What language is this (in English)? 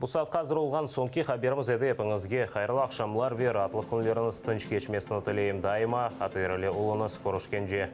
Crimean Tatar